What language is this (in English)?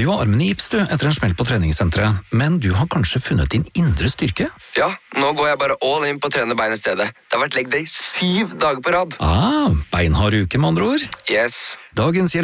Norwegian